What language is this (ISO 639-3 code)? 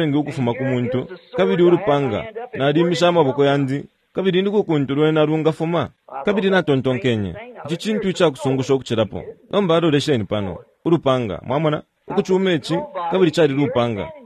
bem